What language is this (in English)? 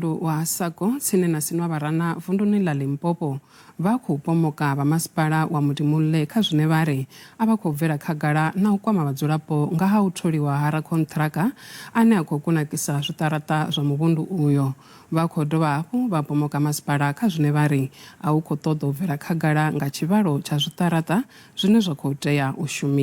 Venda